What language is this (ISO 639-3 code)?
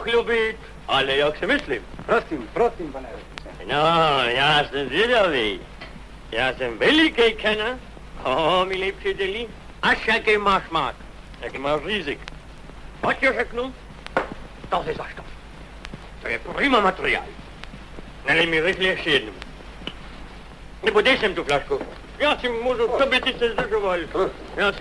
ces